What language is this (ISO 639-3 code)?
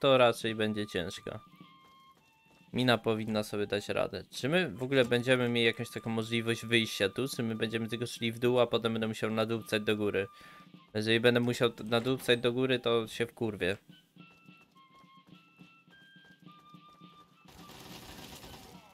pol